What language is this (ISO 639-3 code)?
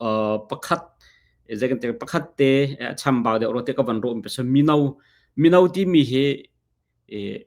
cnh